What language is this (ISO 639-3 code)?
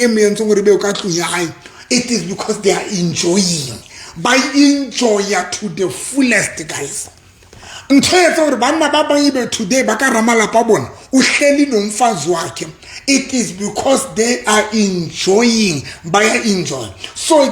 sot